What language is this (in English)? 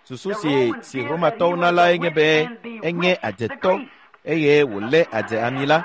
Ewe